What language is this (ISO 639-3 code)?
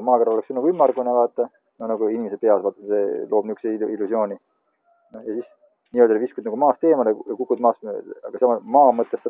est